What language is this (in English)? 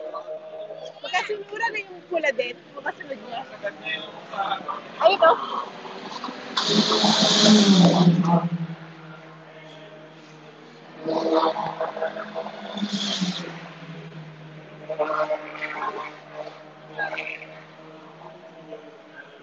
Filipino